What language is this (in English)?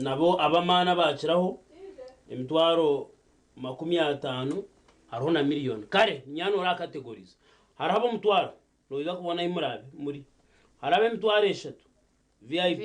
Nyankole